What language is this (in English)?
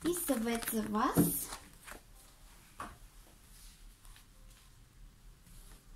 Bulgarian